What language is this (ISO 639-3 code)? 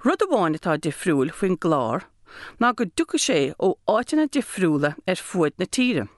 gle